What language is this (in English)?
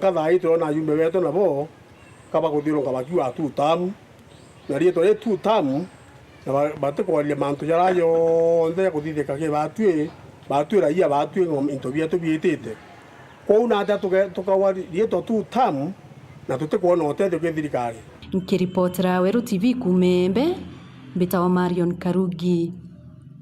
Meru